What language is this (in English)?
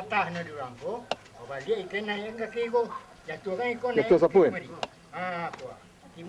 Minangkabau